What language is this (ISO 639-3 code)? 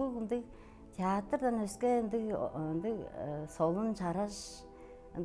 tyv